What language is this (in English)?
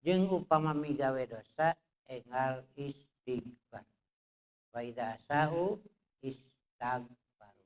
Sundanese